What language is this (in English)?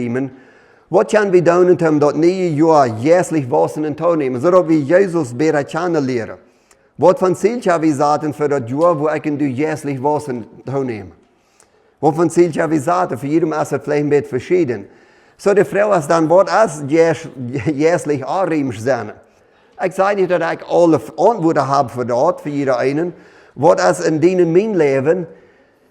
Plautdietsch